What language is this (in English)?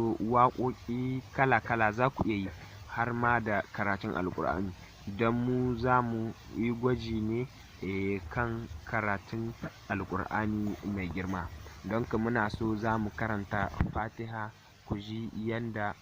Hausa